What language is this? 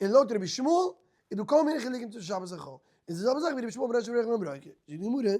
Yiddish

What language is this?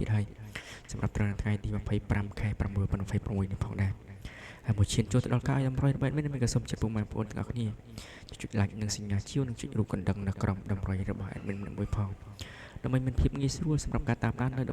Khmer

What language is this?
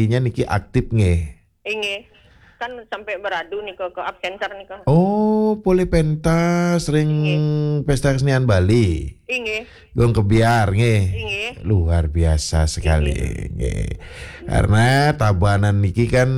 Balinese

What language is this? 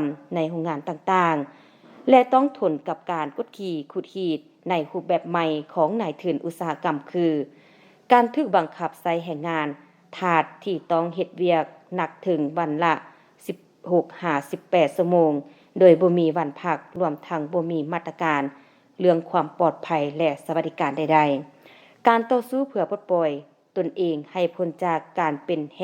Lao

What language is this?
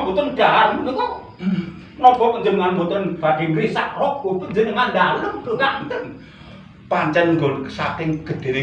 Javanese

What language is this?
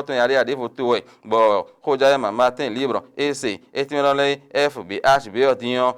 Fon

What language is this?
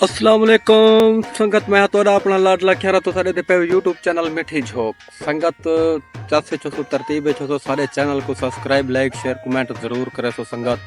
Saraiki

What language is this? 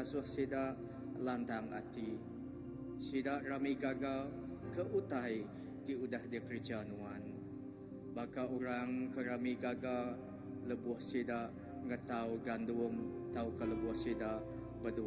Iban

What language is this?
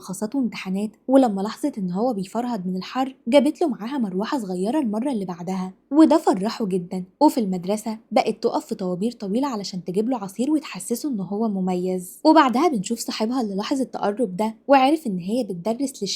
Egyptian Arabic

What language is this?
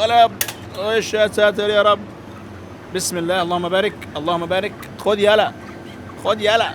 Egyptian Arabic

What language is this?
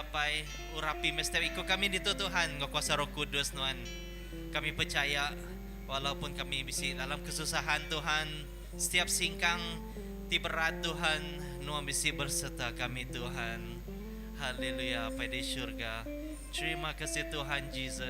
Iban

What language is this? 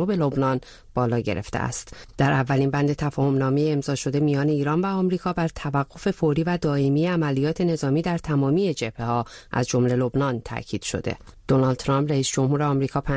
Persian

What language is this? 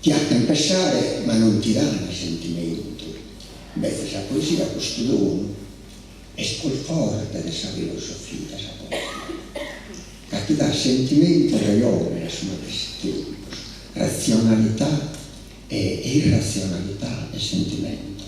Sardinian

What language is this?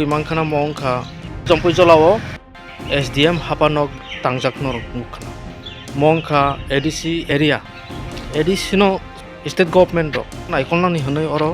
Kok Borok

